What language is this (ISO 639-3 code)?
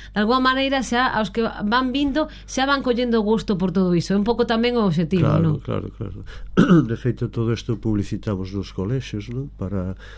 glg